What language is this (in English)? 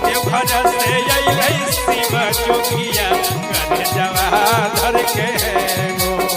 Magahi